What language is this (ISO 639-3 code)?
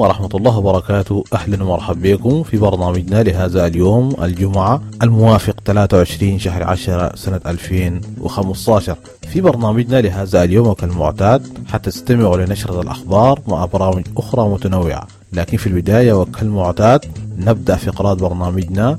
apd